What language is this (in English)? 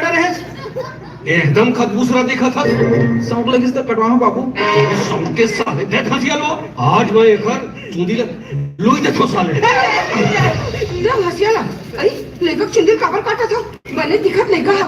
Chhattisgarhi